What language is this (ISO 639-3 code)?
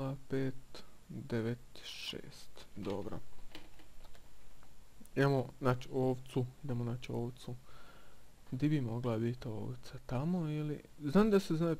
hrv